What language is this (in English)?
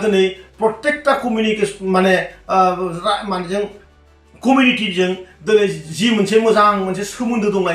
Bodo